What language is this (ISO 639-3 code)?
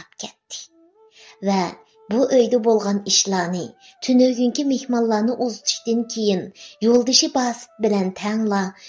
uig